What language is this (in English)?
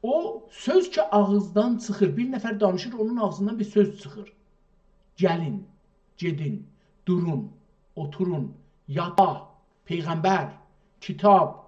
South Azerbaijani